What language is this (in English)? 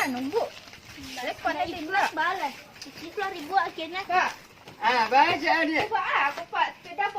Minangkabau